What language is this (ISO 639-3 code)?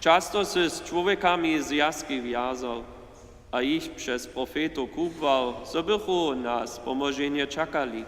hsb